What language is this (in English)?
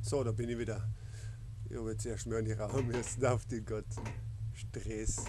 Bavarian